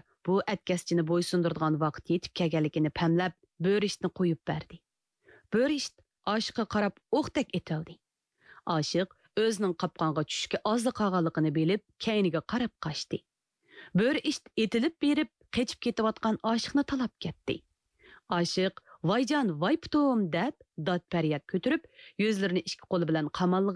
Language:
Uyghur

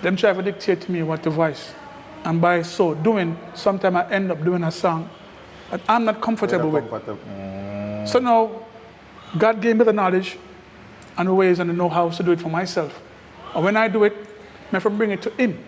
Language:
Jamaican Creole English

